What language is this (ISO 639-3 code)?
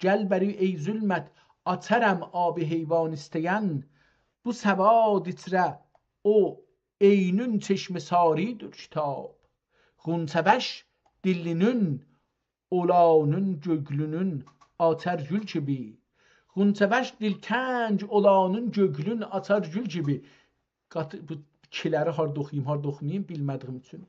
azb